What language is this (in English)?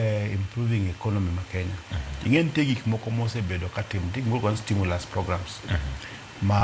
Luo (Kenya and Tanzania)